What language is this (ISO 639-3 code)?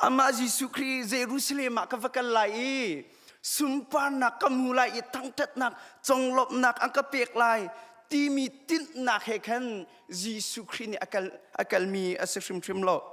cnh